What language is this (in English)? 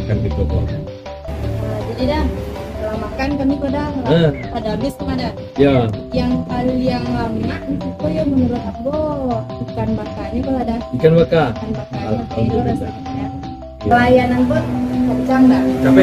Minangkabau